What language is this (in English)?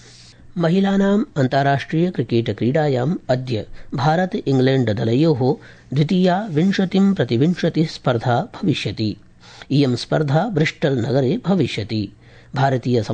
Sanskrit